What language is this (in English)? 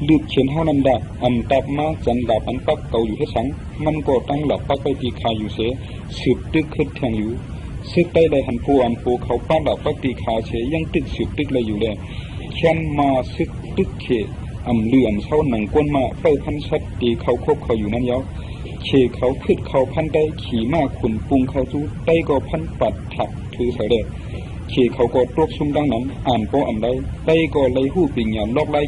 Shan